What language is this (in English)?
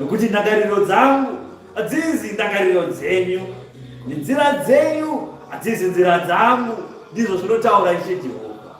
Shona